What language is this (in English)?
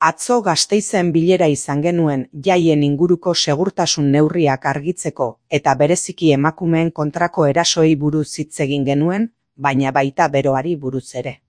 Basque